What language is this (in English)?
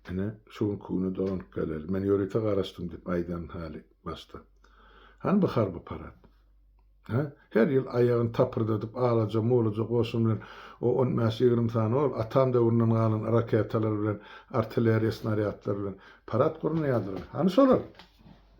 Turkmen